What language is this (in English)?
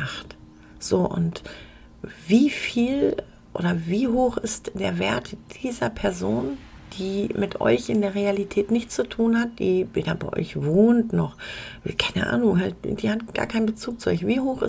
German